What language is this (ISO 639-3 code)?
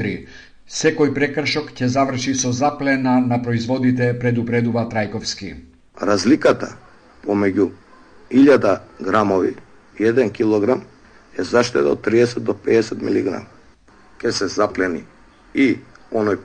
mkd